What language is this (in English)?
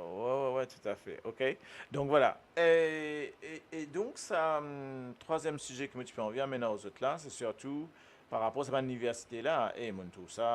Morisyen